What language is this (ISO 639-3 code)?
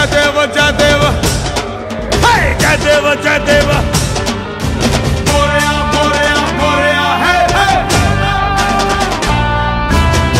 mar